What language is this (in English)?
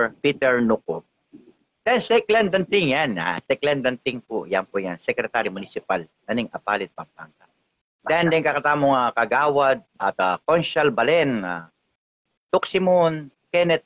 Pampanga